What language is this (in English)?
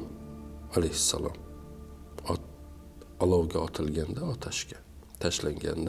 Uzbek